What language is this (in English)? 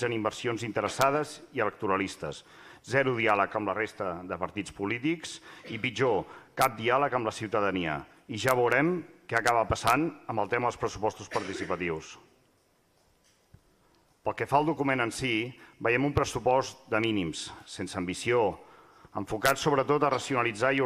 Catalan